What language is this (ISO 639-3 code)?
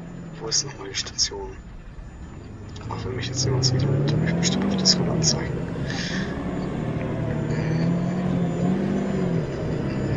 deu